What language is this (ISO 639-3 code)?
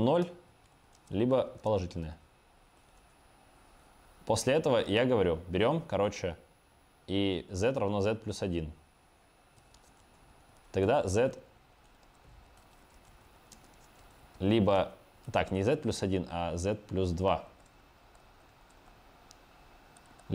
rus